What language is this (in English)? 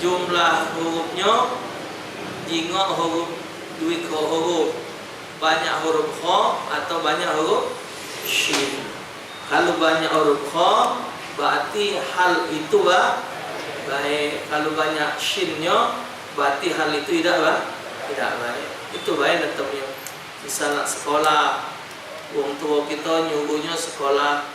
Musi